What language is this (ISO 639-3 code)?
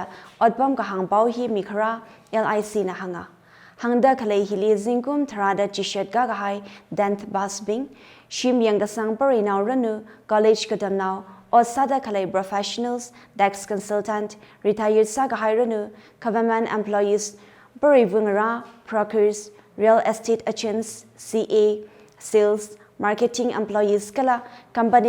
nmf